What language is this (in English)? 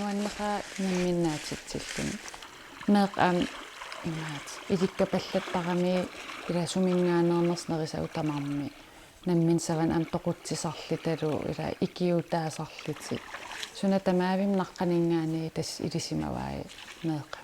Kalaallisut